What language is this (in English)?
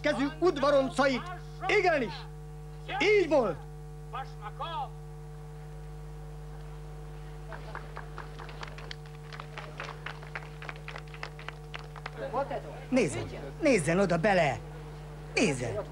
Hungarian